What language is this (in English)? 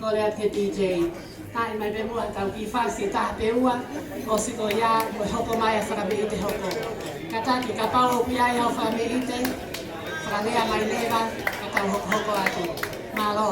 Tongan